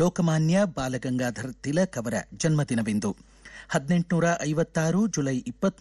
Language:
Kannada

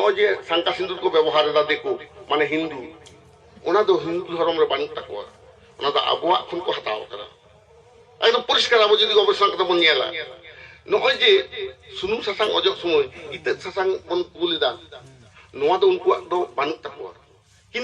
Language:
Santali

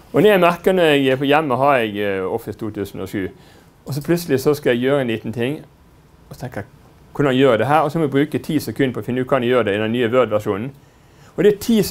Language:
Norwegian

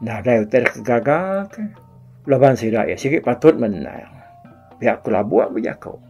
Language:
Iban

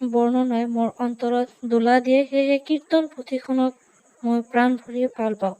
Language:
Assamese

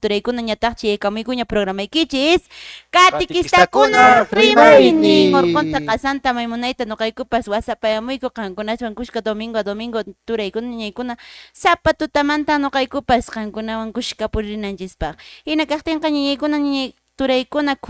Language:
Quechua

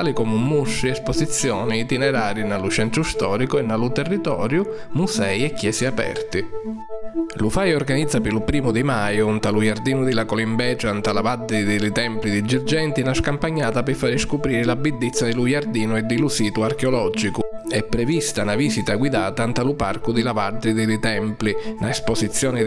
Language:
Sicilian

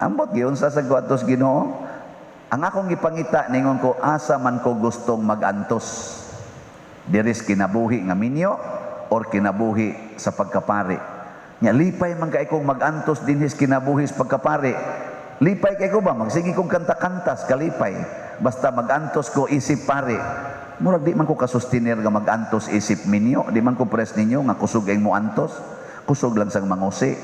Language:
Cebuano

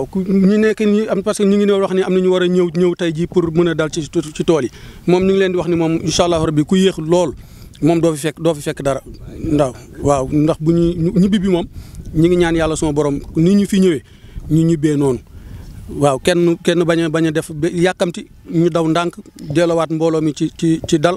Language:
Wolof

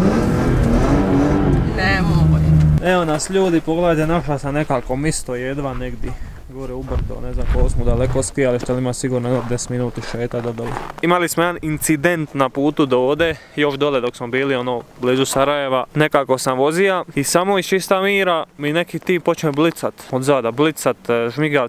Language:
Croatian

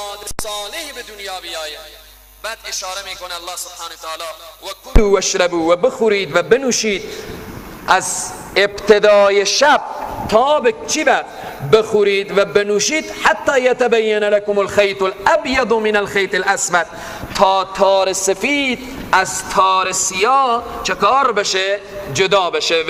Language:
Persian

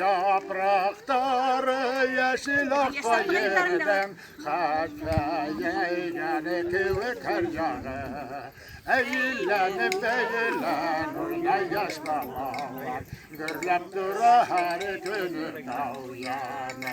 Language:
Bashkir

